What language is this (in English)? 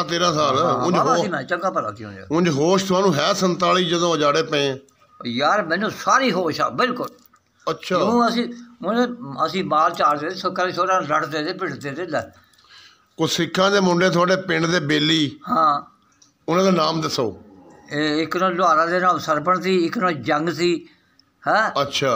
Punjabi